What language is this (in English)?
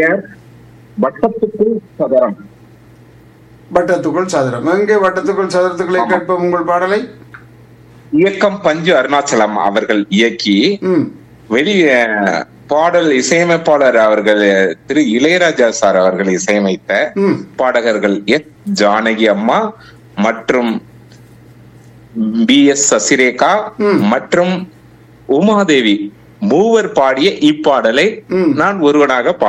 Tamil